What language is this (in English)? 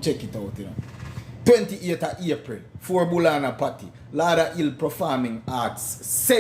Jamaican Creole English